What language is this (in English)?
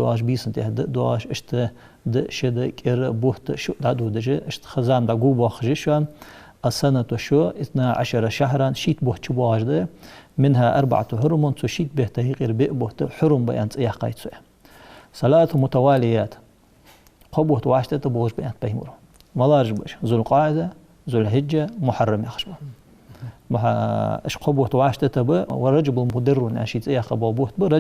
Ingush